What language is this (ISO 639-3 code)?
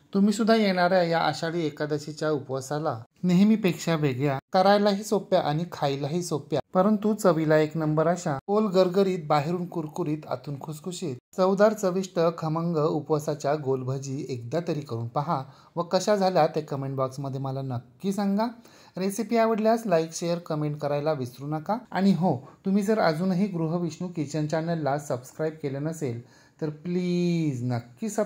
mar